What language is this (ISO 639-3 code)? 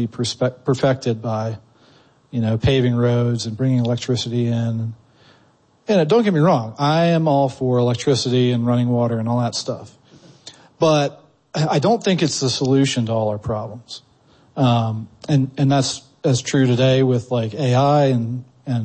eng